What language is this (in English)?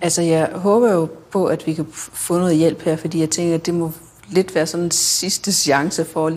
Danish